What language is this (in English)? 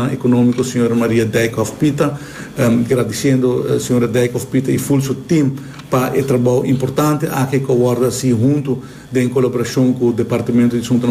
Papiamento